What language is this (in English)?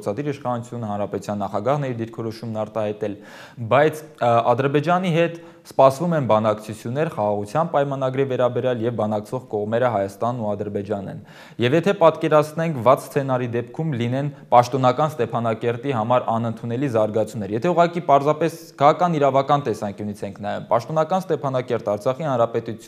Armenian